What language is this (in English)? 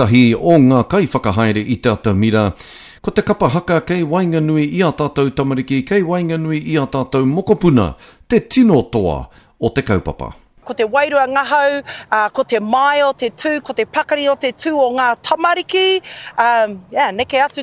Māori